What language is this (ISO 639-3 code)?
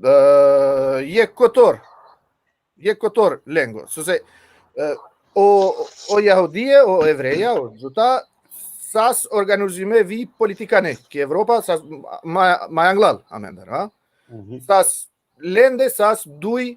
rmn